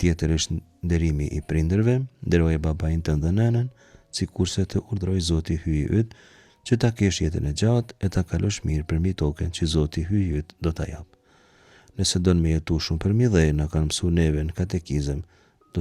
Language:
Albanian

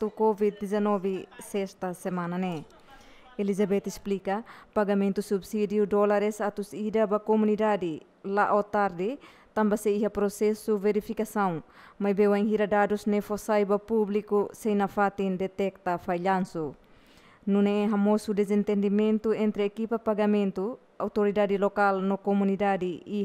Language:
Tetum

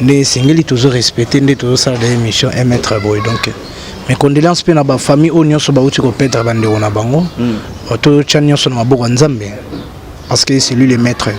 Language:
Lingala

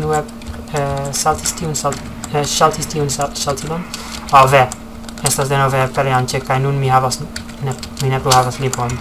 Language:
Esperanto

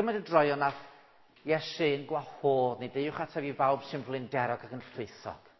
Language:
Welsh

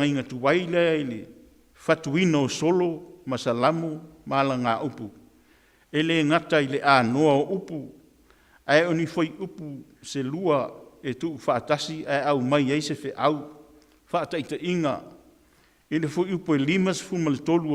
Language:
Samoan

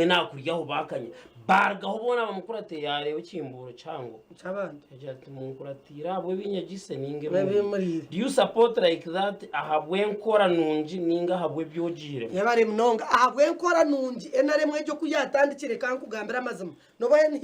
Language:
Nyankole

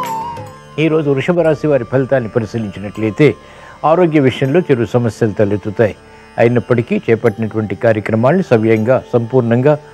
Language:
Telugu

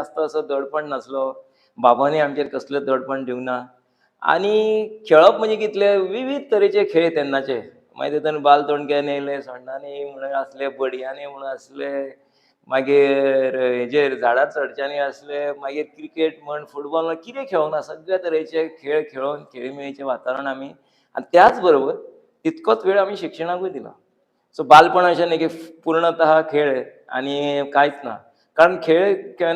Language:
Konkani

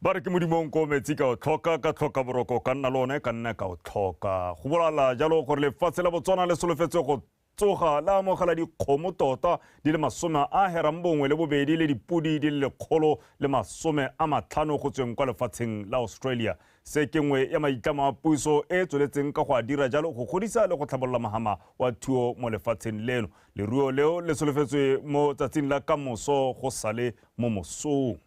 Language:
Tswana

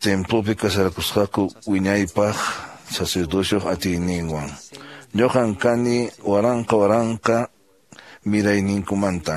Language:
Quechua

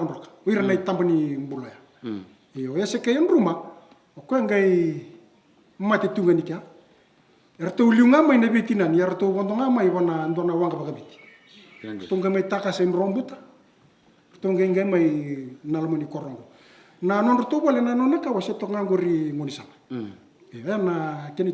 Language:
Fijian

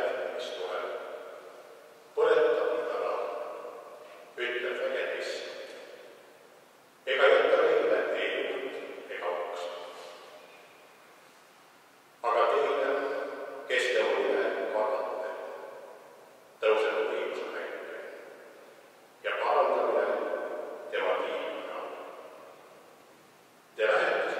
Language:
Estonian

